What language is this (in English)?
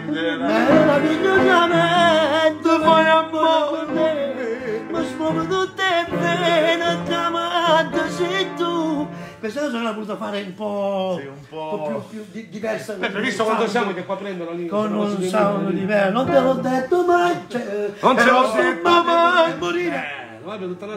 Neapolitan